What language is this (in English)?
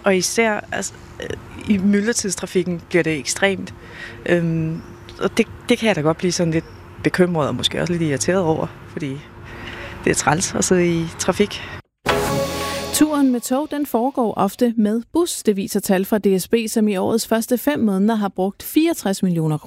Danish